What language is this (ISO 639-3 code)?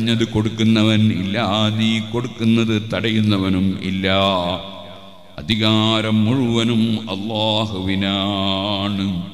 mal